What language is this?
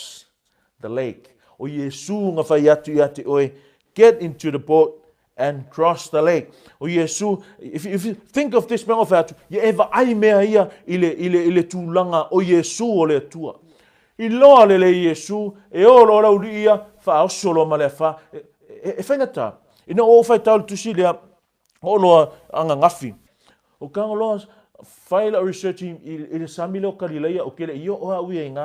Samoan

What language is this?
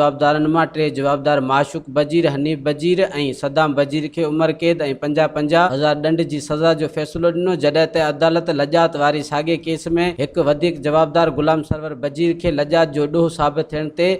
Sindhi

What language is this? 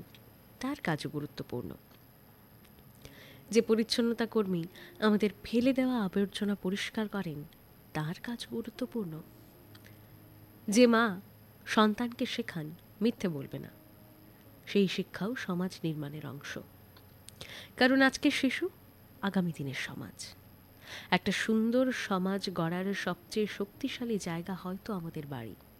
Bangla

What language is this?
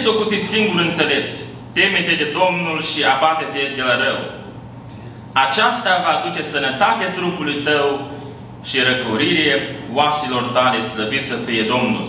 Romanian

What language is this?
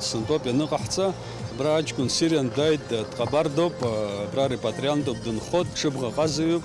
Abkhazian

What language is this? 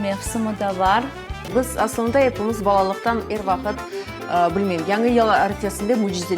Crimean Tatar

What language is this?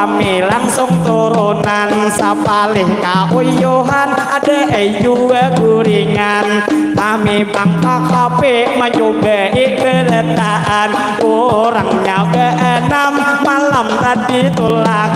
Banjar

